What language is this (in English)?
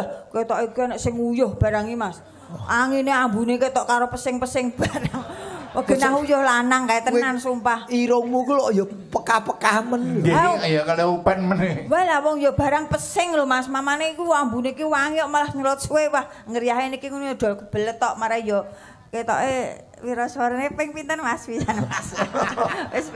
Javanese